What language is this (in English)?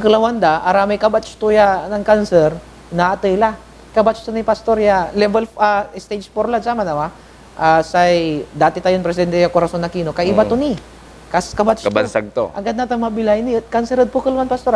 Pangasinan